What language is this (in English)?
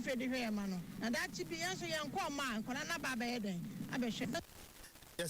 Akan